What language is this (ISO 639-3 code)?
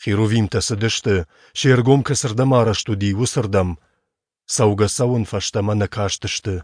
oss